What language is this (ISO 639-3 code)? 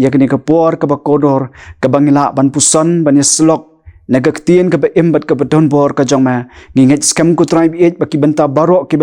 kha